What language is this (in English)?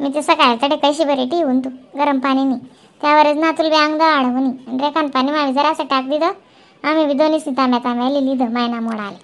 Khandesi